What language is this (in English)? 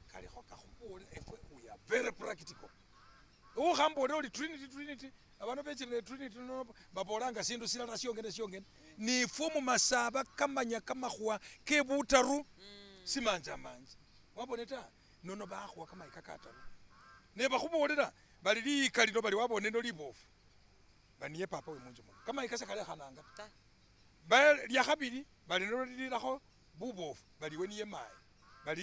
Masaaba